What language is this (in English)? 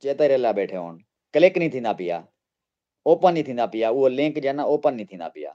Saraiki